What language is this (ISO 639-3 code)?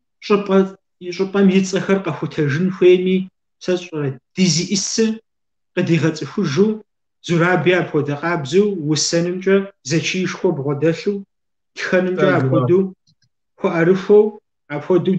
kbd